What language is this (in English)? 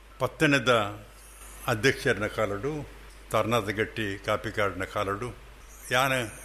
Tulu